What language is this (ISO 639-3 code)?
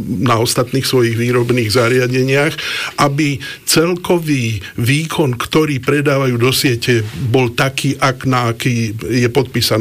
slk